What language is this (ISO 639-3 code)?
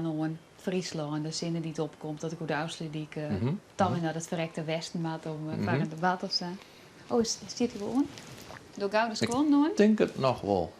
fry